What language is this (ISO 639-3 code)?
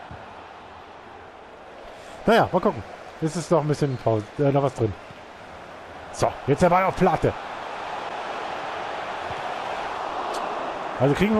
deu